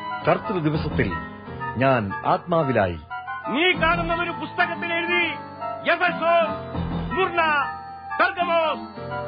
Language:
Malayalam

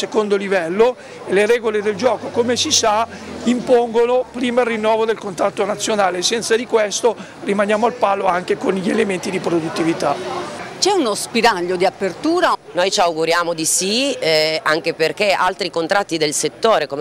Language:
Italian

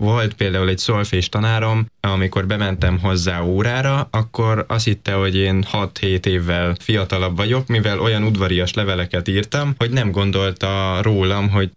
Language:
Hungarian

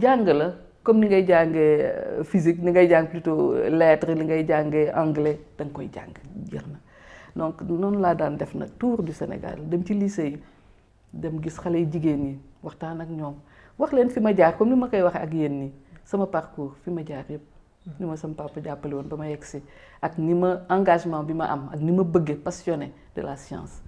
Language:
Wolof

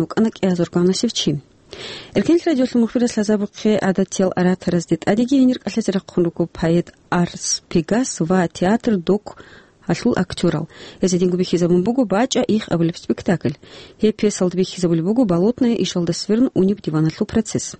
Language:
Avaric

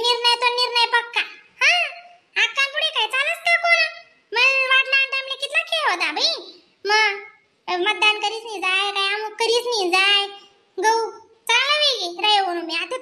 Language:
Khandesi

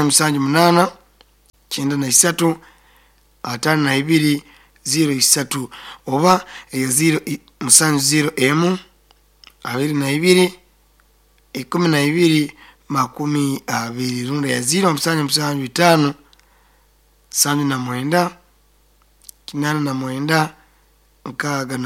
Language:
Nyoro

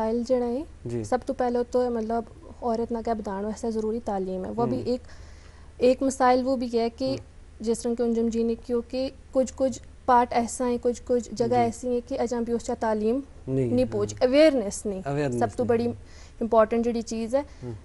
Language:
Gujari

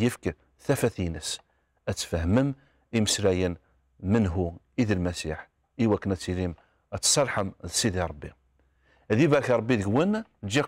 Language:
Kabyle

